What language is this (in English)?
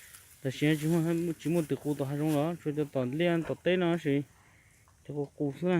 Hmong